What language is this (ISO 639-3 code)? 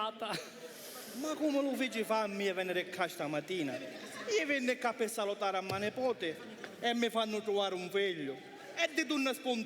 scn